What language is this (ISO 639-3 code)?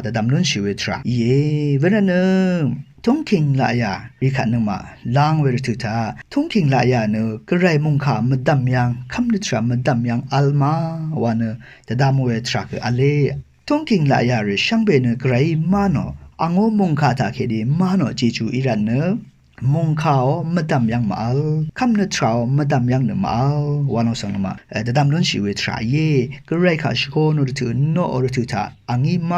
raw